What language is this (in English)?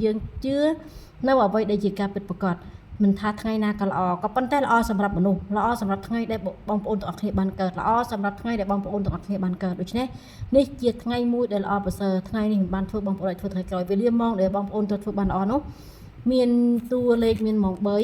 Khmer